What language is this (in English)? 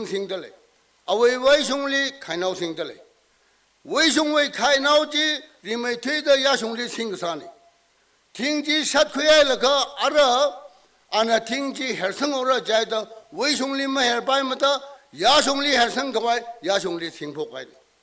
Tangkhul Naga (India)